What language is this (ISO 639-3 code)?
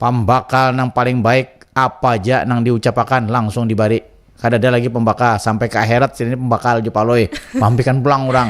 bjn